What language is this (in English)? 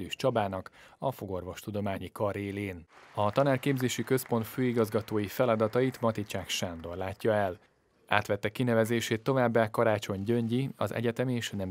Hungarian